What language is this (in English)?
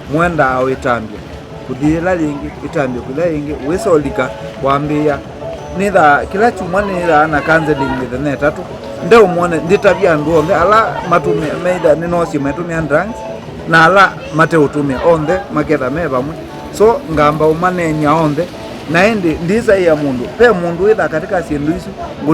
Kamba